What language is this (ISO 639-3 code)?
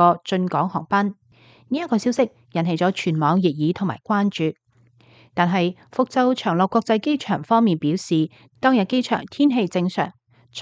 yue